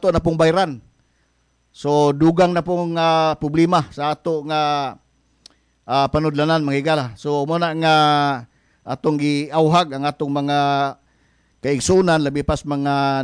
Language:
Cebuano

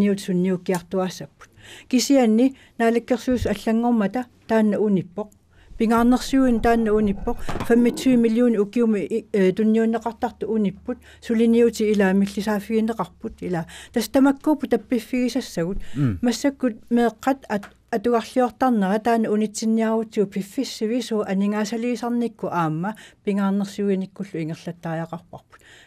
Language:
Kalaallisut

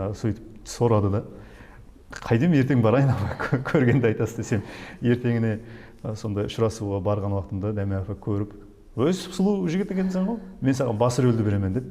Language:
Kara-Kalpak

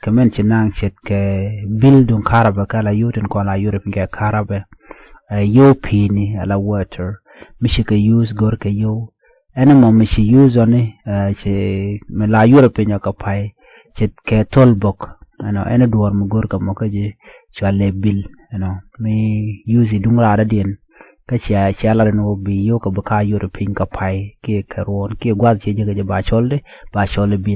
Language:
Nuer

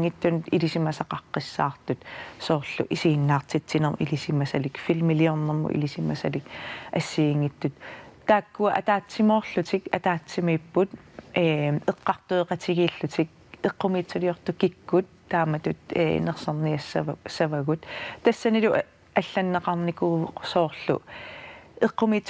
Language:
Kalaallisut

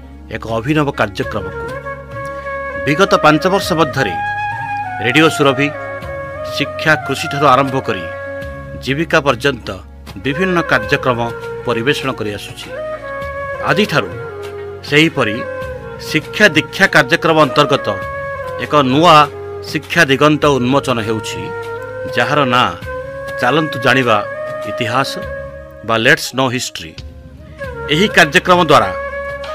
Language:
Odia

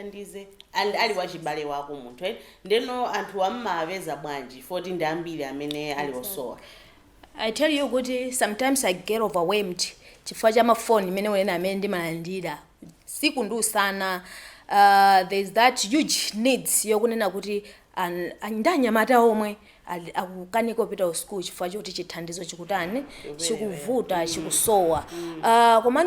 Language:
Nyanja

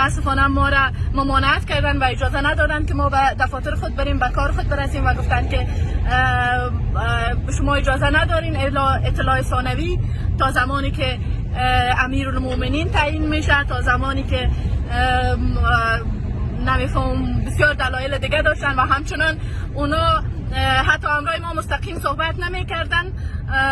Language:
Persian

